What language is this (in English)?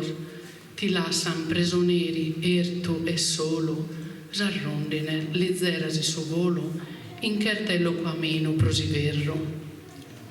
Sardinian